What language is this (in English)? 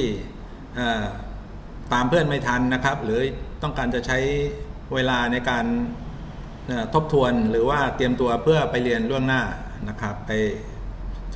Thai